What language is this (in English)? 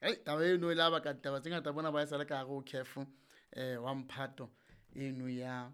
Southern Sotho